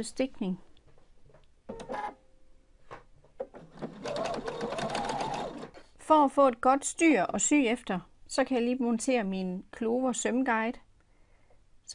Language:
Danish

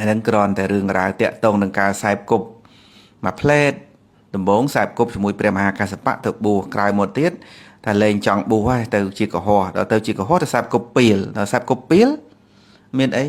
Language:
Khmer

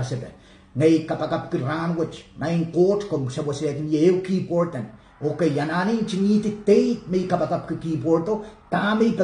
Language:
Pohnpeian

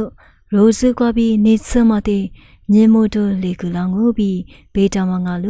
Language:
Lisu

